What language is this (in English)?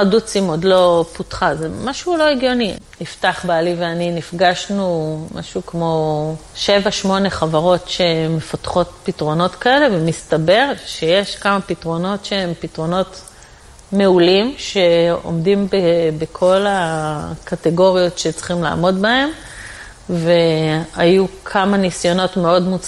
Hebrew